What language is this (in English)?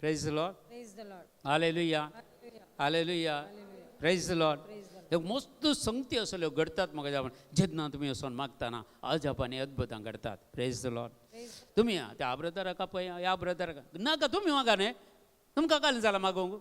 Konkani